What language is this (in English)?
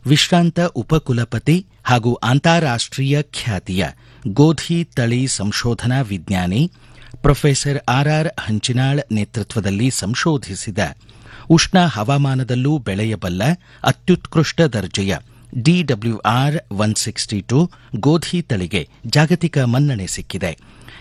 Kannada